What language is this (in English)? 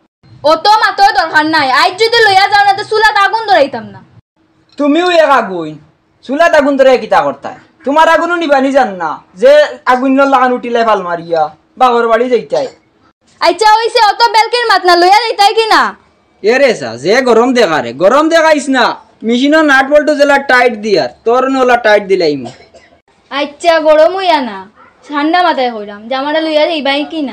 Sylheti